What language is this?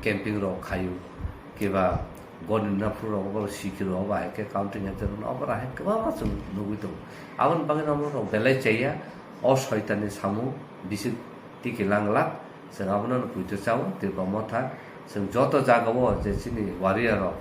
Kok Borok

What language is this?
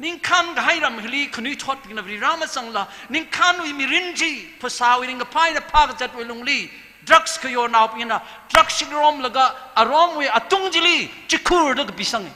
Tangkhul Naga (India)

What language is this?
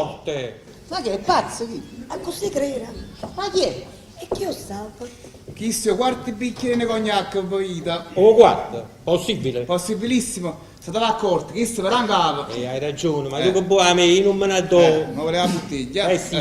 Neapolitan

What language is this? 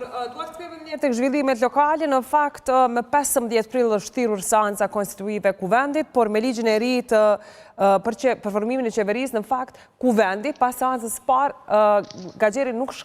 Albanian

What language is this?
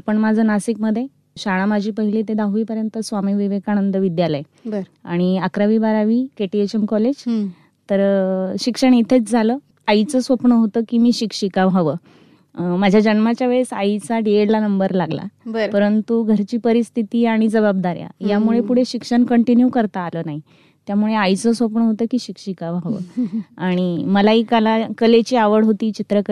Marathi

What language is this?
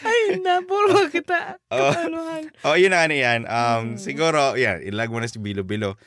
Bikol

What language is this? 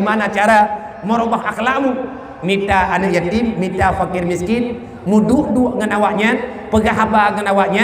Achinese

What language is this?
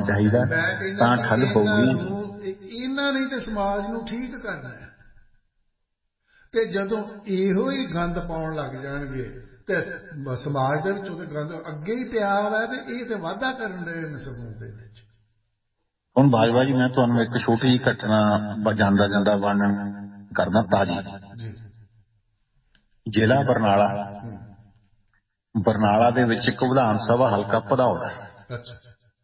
Punjabi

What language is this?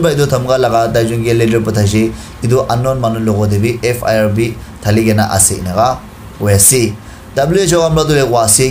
Naga Pidgin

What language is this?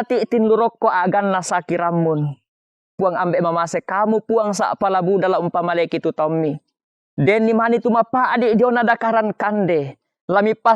Toraja-Sa'dan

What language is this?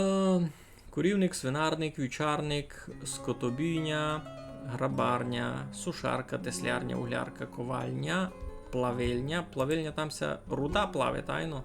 Rusyn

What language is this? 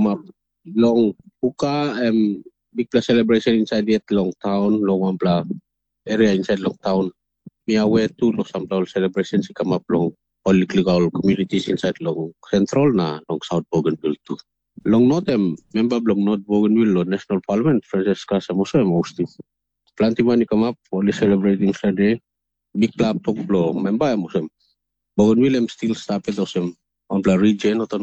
Tok Pisin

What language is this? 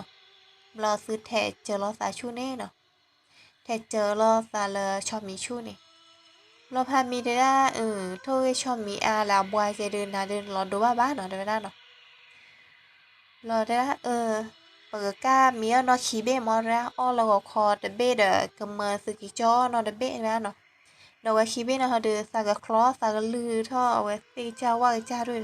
S'gaw Karen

